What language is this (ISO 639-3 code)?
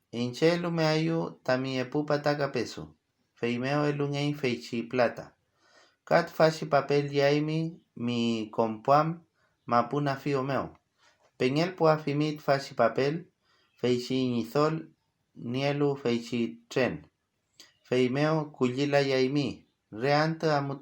arn